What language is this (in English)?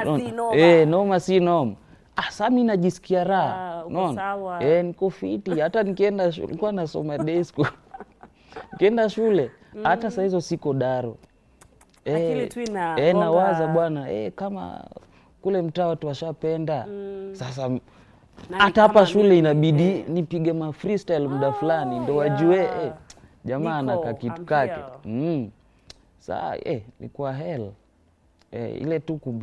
Swahili